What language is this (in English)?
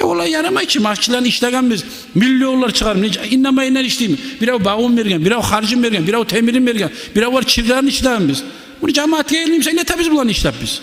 Kumyk